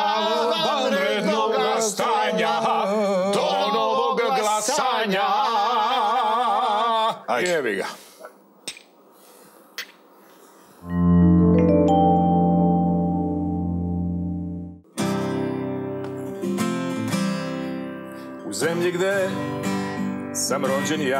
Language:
Serbian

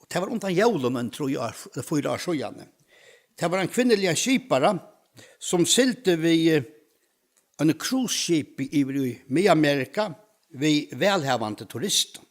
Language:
Faroese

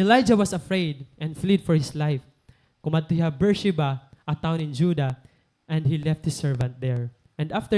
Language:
Waray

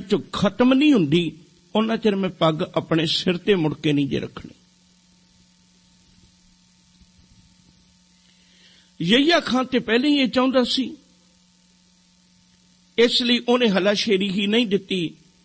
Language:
Punjabi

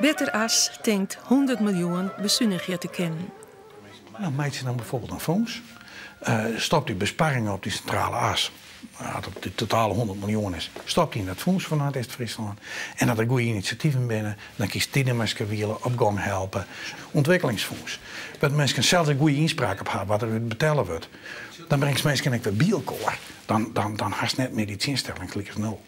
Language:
Western Frisian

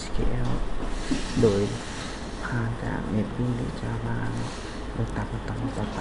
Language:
Lao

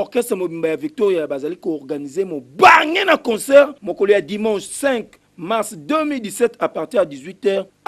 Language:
Lingala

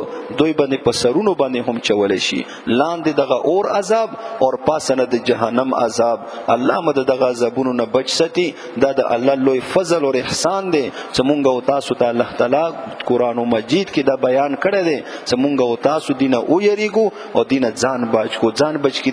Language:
Pashto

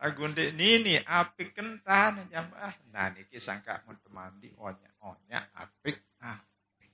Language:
Sasak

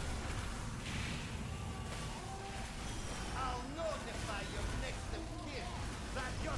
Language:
English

